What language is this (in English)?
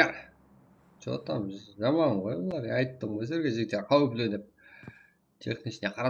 Kara-Kalpak